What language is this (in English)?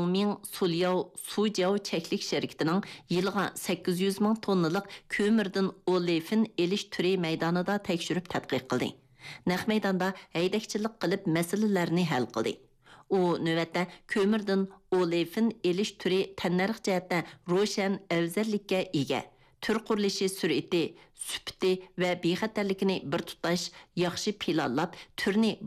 Uyghur